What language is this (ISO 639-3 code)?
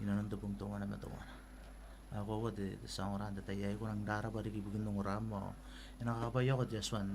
gil